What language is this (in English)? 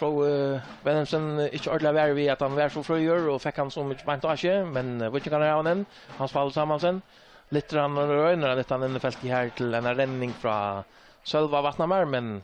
Faroese